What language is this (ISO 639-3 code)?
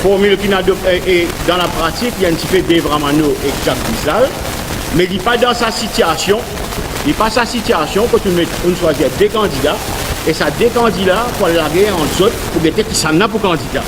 mfe